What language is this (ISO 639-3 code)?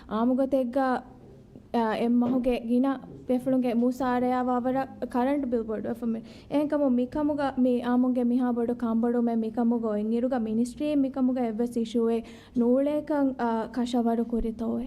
div